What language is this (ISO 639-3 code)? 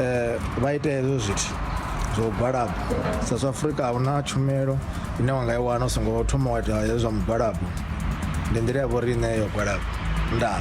ven